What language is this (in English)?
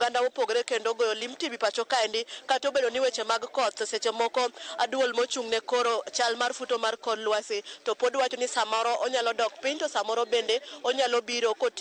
Luo (Kenya and Tanzania)